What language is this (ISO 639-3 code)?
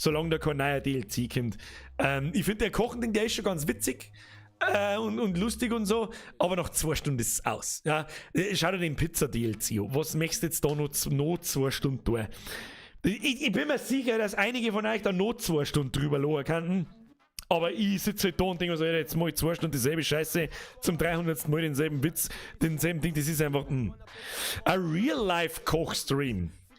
bar